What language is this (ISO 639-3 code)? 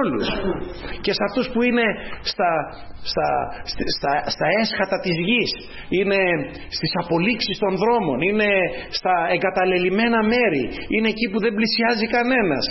ell